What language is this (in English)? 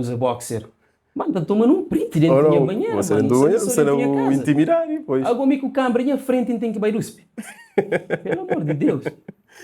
Kabuverdianu